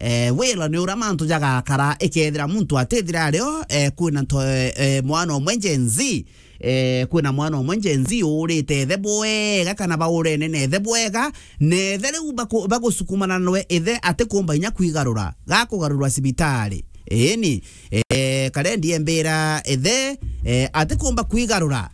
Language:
Meru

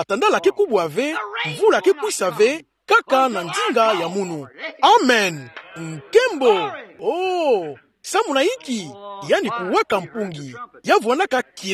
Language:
Kituba (Democratic Republic of Congo)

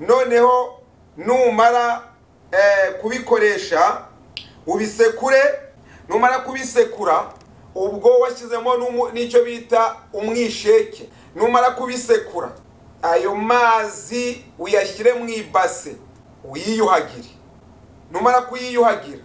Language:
Kinyarwanda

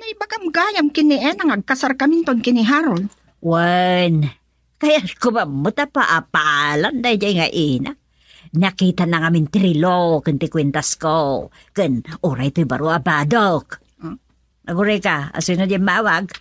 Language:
Iloko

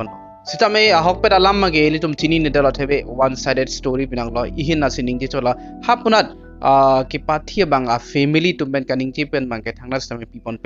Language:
Karbi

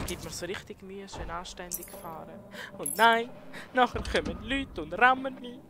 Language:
Swiss German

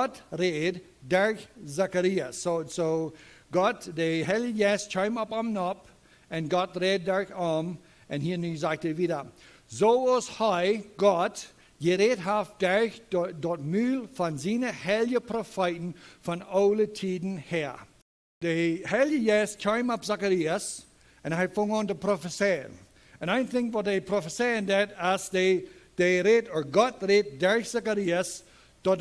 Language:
Plautdietsch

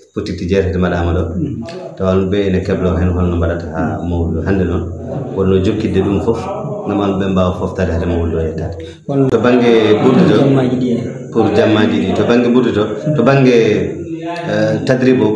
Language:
Fula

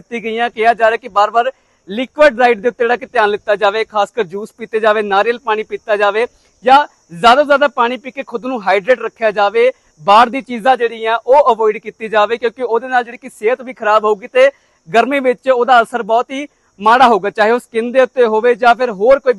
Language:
Punjabi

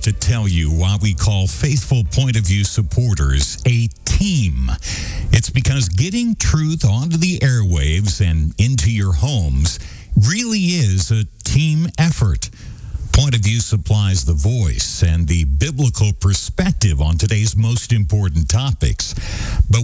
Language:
English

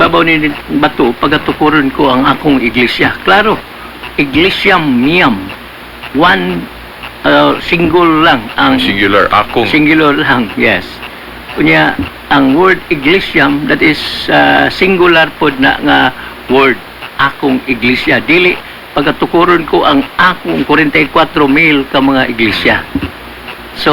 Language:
Cebuano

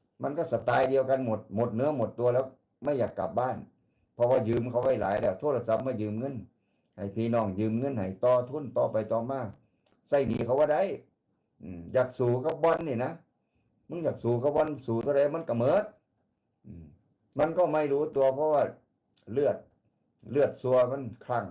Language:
Northeastern Thai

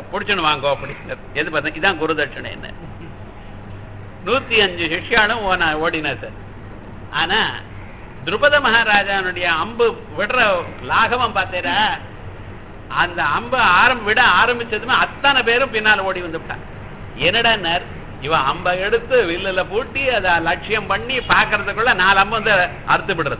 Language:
Tamil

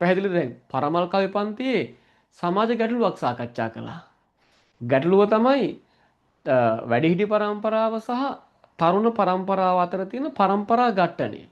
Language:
Sinhala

